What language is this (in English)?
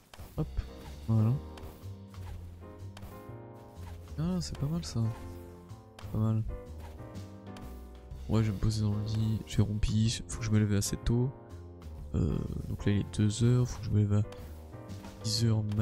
French